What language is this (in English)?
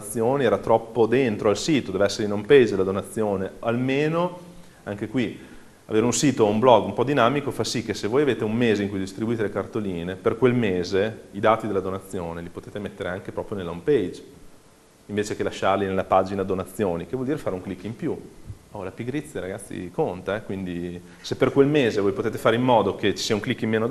Italian